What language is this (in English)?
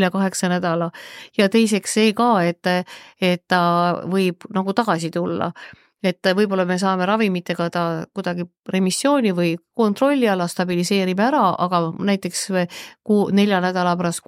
Estonian